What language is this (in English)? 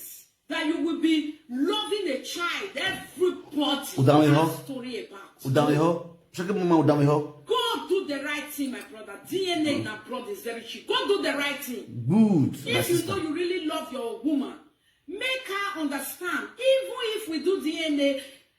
Nigerian Pidgin